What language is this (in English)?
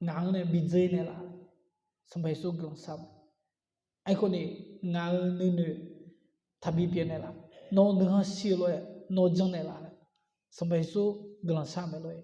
Akha